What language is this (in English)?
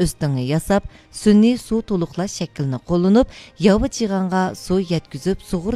Uyghur